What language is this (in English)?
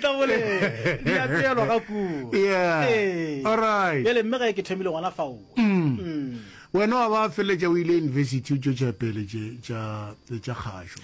Northern Sotho